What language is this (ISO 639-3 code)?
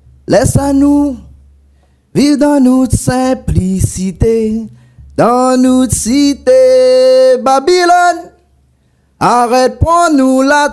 rcf